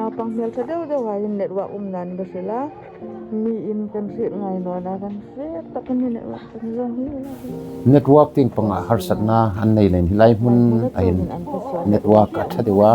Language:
Hmar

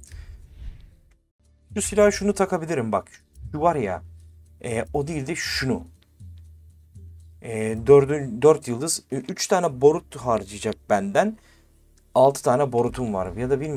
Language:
Turkish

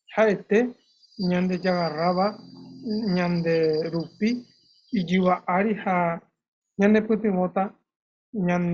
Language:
Guarani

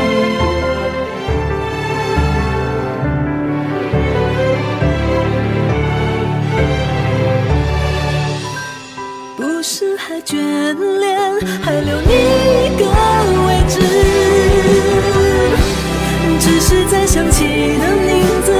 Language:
Chinese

